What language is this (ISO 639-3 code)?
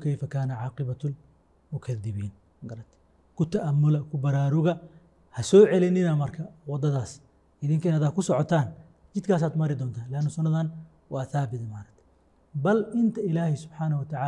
som